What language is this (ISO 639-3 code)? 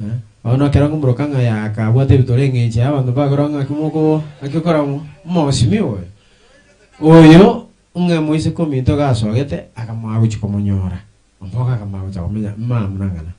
guz